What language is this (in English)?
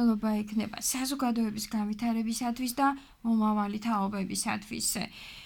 Georgian